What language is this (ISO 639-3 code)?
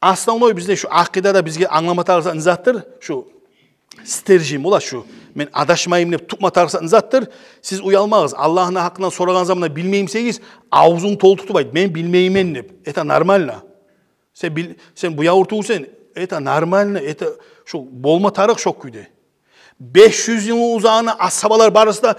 kum